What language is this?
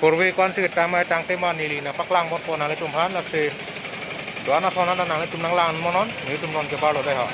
Karbi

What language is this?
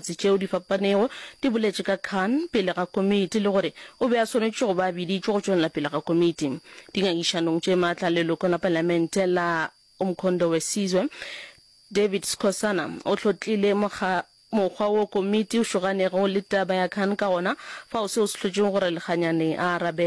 Northern Sotho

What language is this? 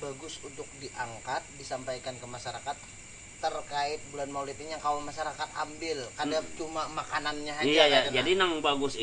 Banjar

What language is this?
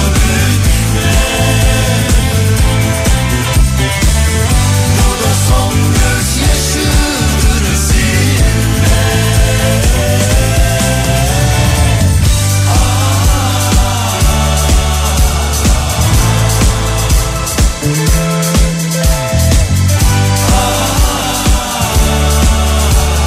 Turkish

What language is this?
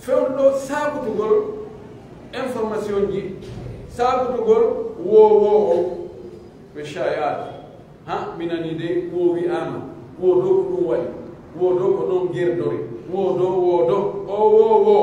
Pular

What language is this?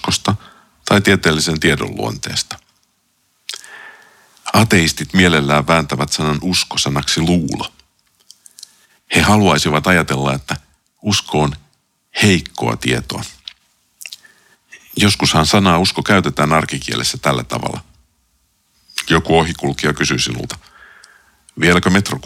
Finnish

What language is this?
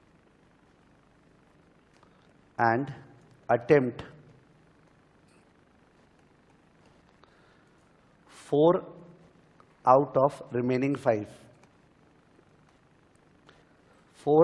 Hindi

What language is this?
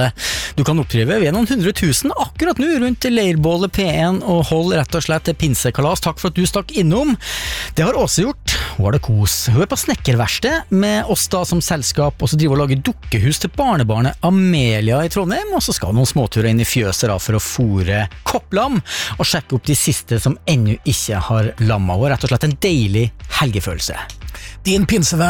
Norwegian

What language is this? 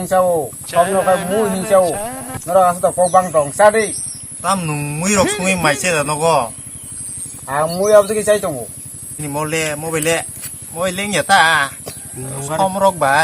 Kok Borok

